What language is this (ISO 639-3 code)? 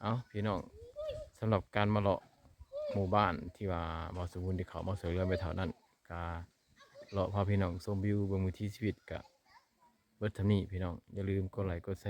lao